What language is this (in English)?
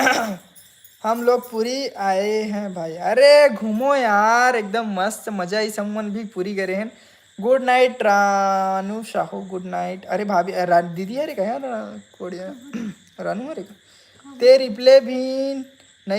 Chhattisgarhi